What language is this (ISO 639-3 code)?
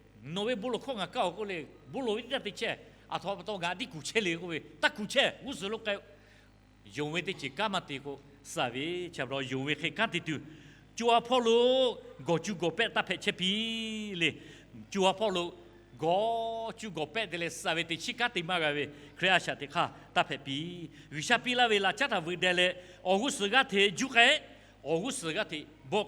lhu